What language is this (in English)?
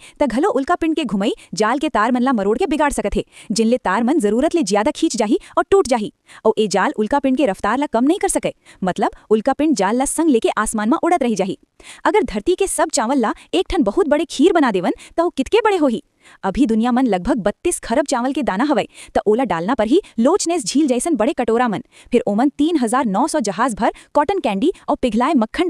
Chhattisgarhi